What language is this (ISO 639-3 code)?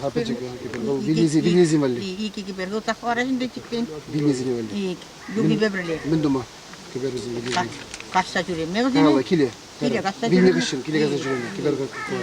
chv